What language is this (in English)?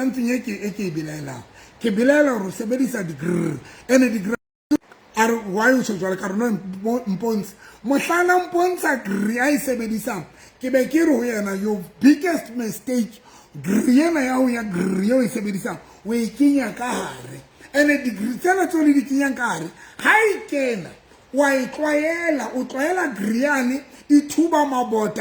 Southern Sotho